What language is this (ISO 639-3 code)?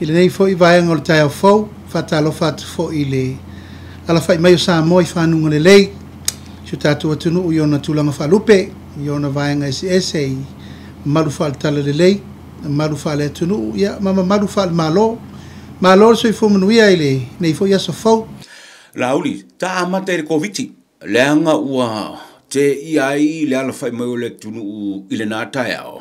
smo